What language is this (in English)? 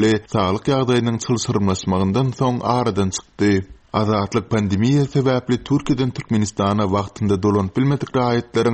Turkmen